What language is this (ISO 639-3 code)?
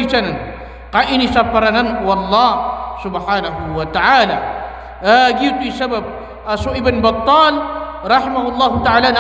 mrw